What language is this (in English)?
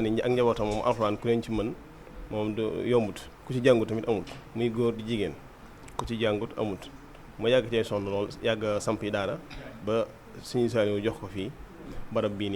Wolof